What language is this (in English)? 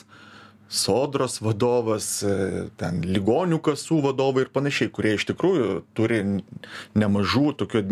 Lithuanian